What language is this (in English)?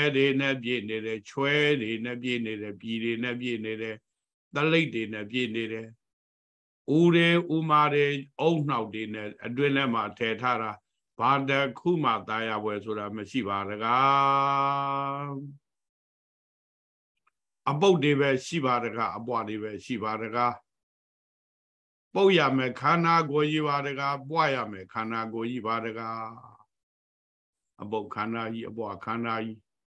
Burmese